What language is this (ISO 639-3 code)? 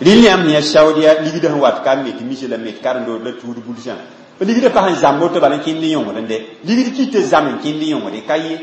mos